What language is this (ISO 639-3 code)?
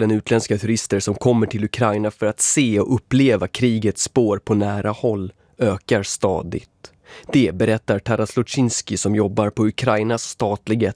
swe